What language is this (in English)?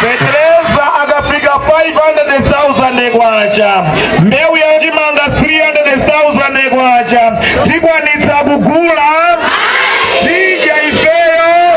Nyanja